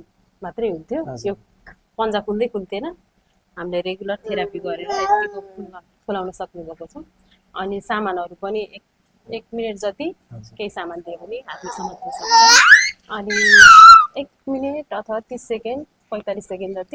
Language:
Nepali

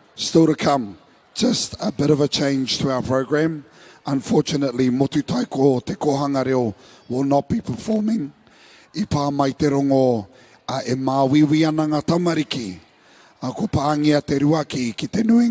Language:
Māori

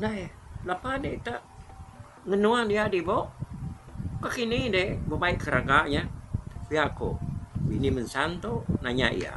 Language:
Iban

